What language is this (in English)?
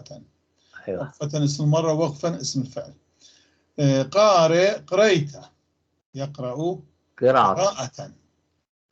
North Levantine Arabic